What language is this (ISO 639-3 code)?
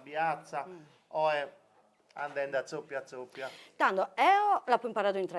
srd